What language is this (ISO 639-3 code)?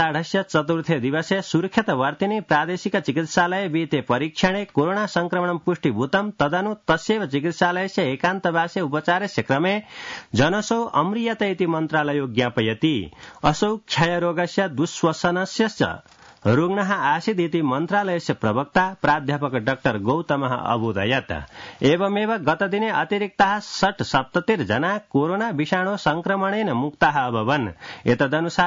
san